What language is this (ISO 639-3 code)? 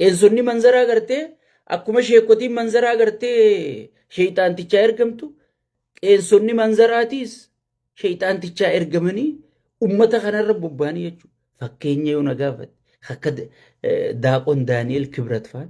orm